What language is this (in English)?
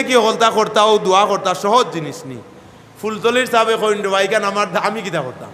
Sylheti